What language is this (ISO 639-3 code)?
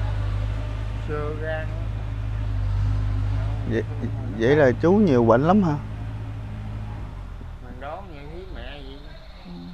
vie